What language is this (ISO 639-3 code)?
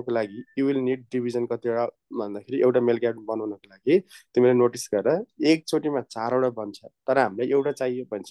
nep